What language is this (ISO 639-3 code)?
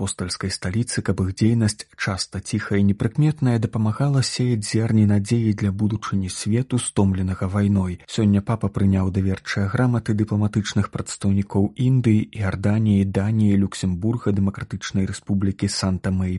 bel